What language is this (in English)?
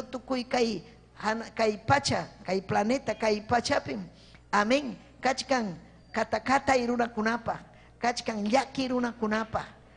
Ayacucho Quechua